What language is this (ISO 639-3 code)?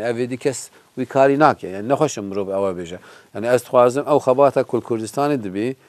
kur